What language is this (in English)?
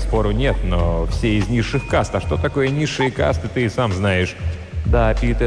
Russian